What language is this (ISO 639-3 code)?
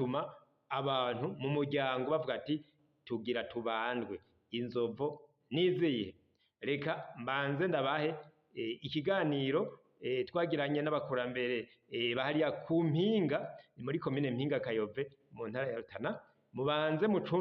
run